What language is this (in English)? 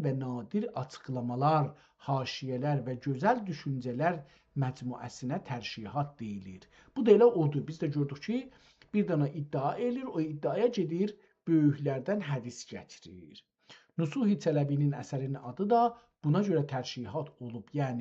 South Azerbaijani